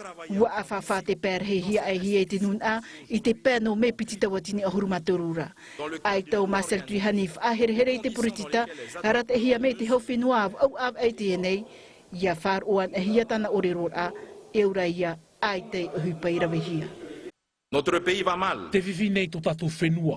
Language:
Tahitian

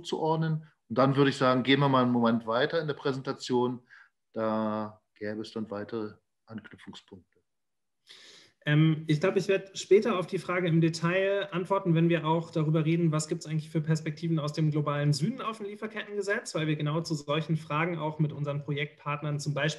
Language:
German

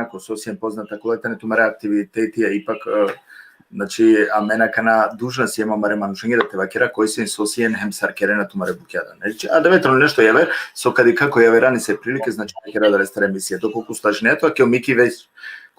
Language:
Balkan Romani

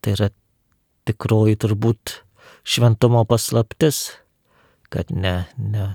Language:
Lithuanian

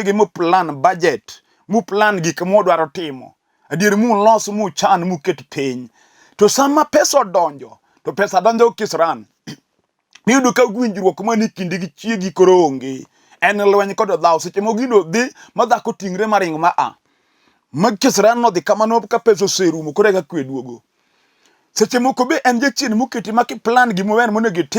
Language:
Luo (Kenya and Tanzania)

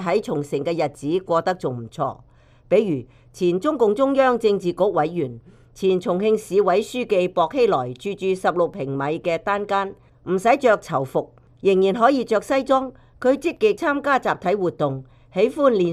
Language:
Cantonese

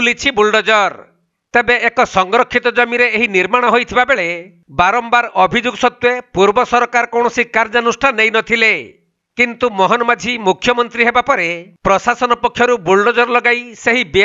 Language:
Odia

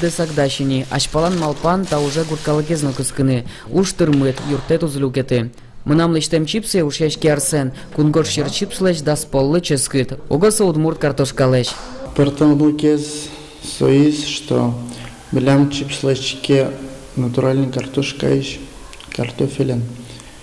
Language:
Udmurt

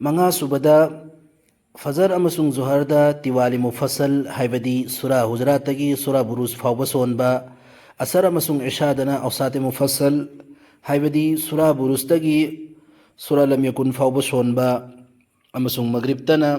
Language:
Manipuri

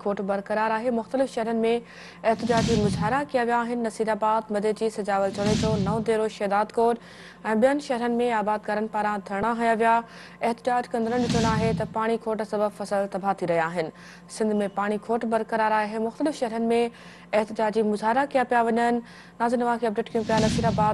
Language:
Sindhi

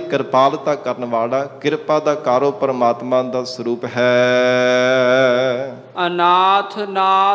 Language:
Punjabi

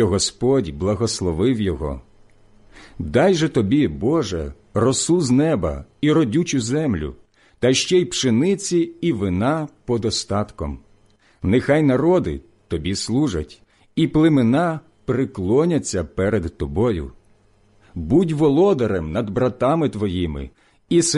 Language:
Ukrainian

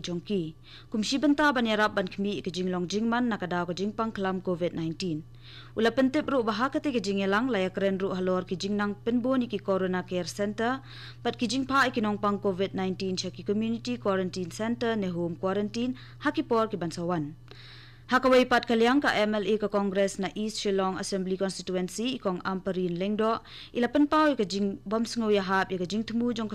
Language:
Khasi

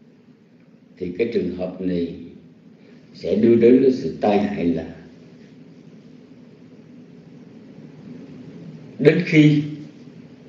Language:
Vietnamese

